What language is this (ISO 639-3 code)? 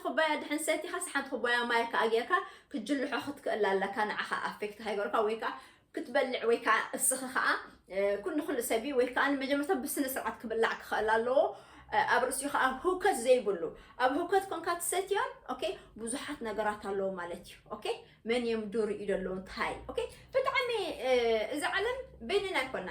tir